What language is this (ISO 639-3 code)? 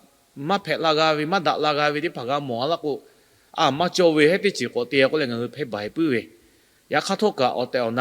lhu